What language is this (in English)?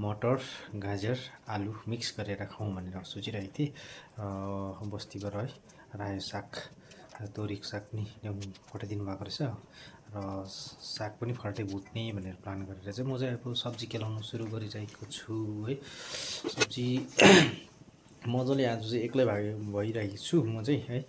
Nepali